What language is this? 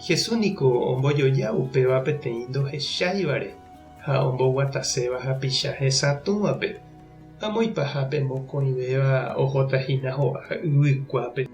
Guarani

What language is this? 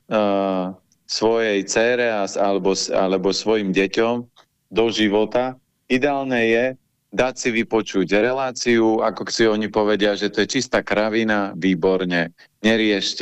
Slovak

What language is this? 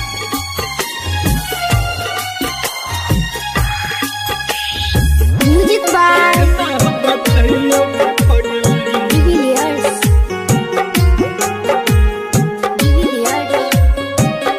Bhojpuri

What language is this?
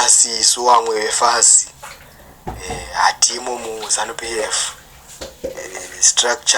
Shona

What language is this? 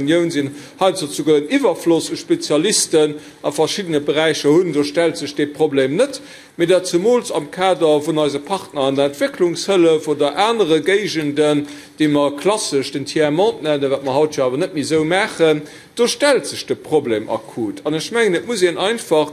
Luxembourgish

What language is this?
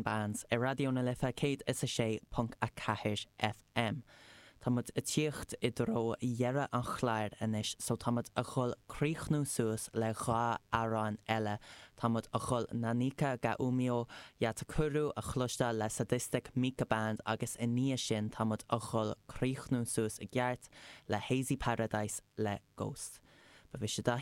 Irish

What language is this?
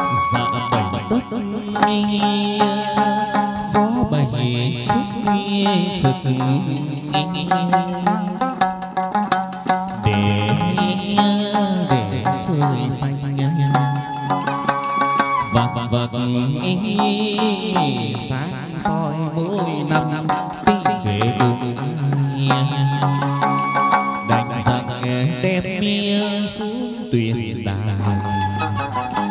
Vietnamese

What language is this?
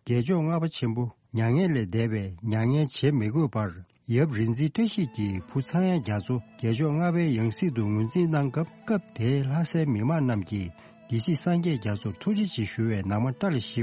Tibetan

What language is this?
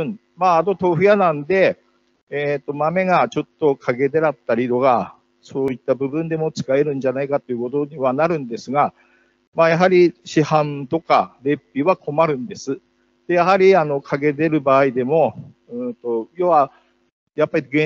Japanese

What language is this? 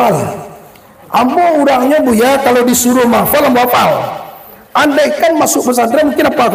Minangkabau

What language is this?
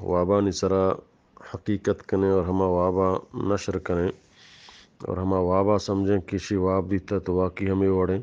Eastern Balochi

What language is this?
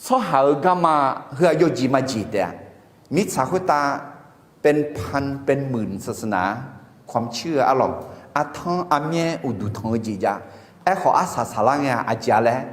Akha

